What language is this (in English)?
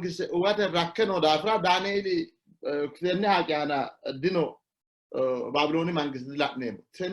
Sidamo